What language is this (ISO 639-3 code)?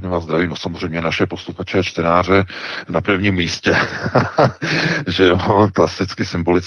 ces